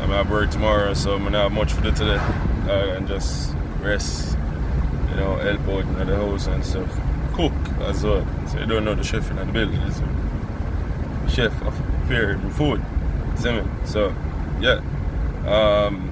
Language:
Jamaican Creole English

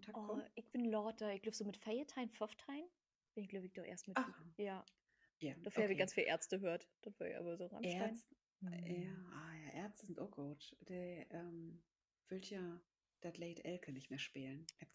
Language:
Low German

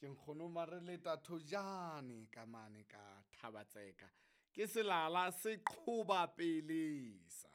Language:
Southern Sotho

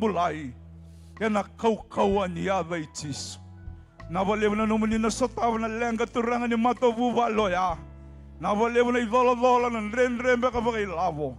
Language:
Fijian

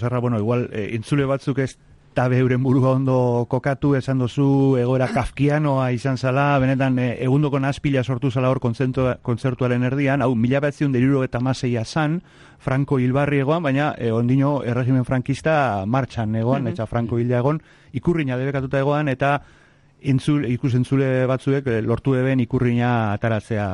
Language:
Basque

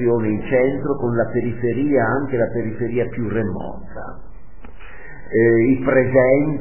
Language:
Italian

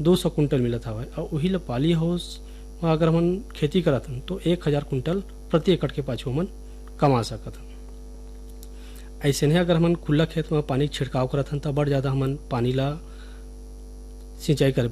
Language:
Chhattisgarhi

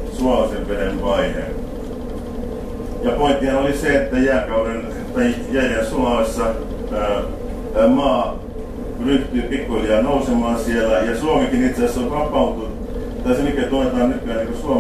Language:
Finnish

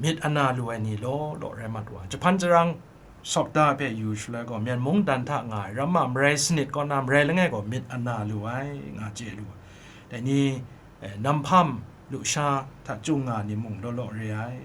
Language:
Kachin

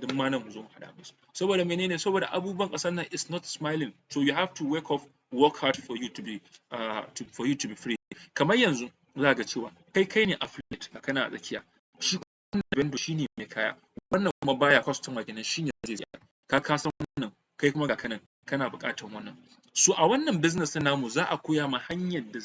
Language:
Hausa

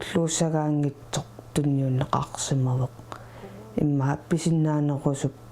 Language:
Kalaallisut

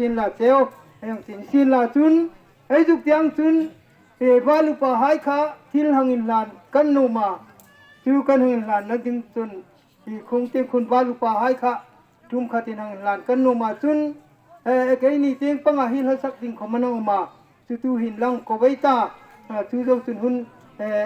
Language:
Hmar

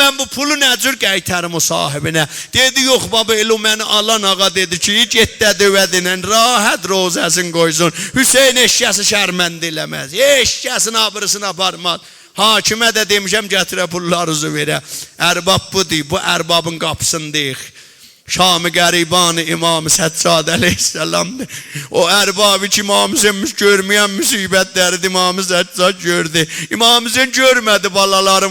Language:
South Azerbaijani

